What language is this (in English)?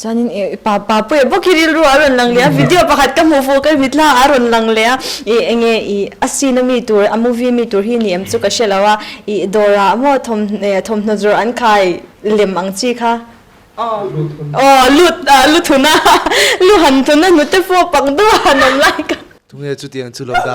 Mizo